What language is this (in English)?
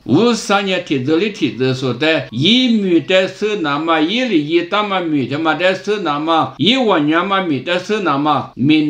Lisu